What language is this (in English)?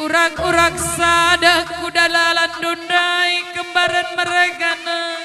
Batak Karo